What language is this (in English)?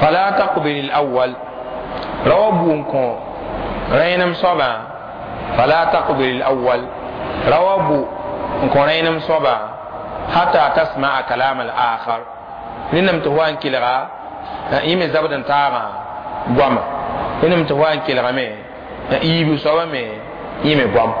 Mossi